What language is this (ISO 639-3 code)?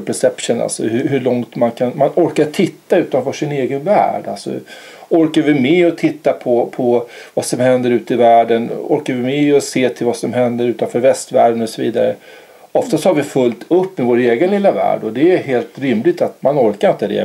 swe